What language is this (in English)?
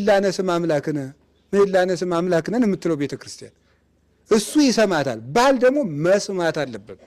Amharic